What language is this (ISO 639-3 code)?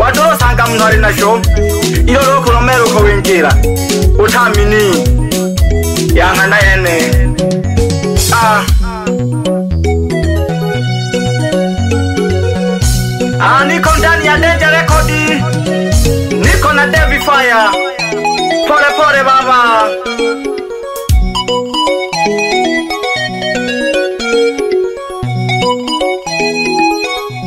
swa